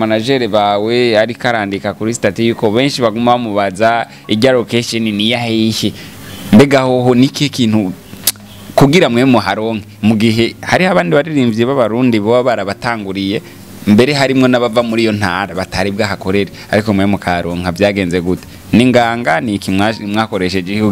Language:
Rundi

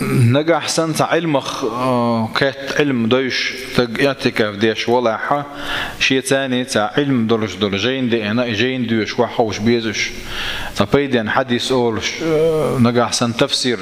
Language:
Chechen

